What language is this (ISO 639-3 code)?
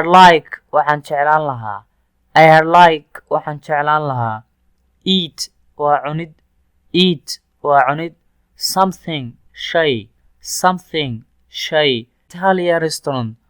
som